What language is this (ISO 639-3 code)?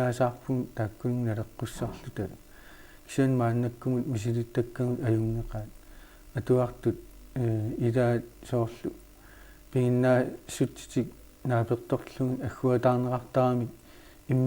kal